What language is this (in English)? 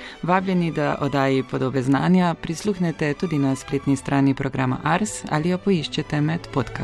Slovenian